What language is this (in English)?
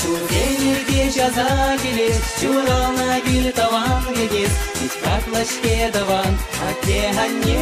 Chuvash